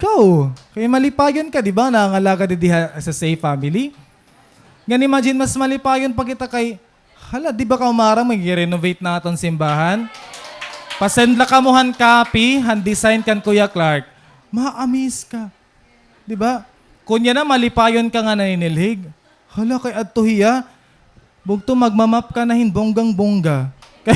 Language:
Waray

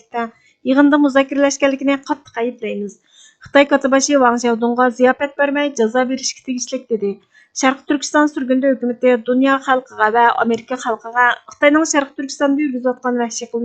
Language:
Uyghur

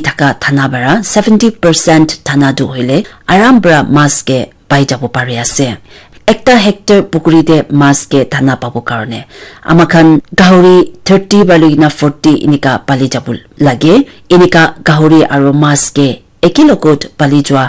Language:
Naga Pidgin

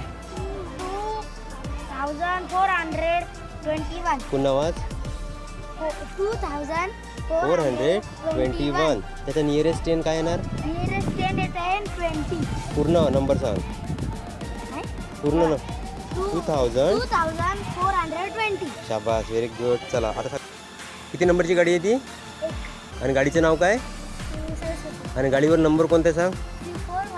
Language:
Marathi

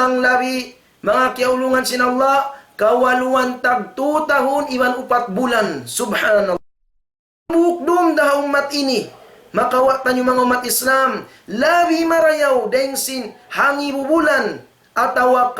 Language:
Tausug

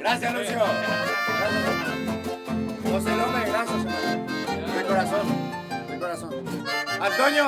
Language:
Guarani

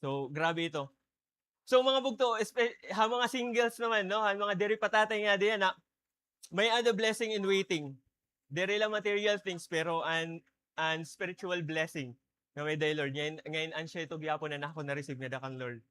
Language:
Waray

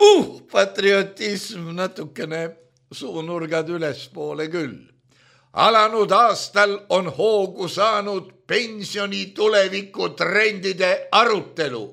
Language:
Estonian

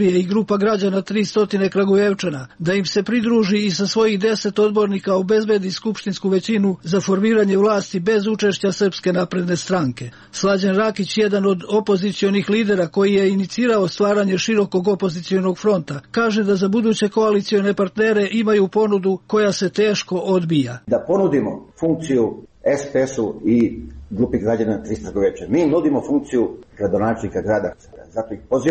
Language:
Serbian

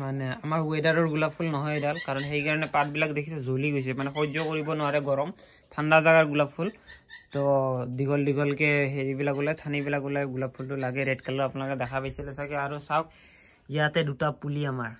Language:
Assamese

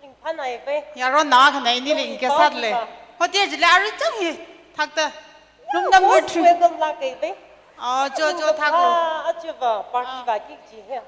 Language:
Tangkhul Naga (India)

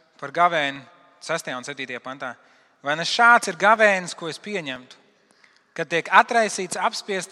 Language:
Latvian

